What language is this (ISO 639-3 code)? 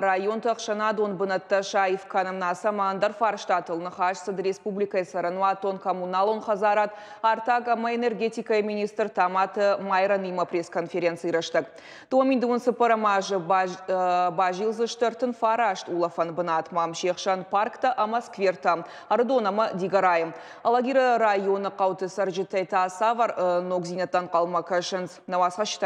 oss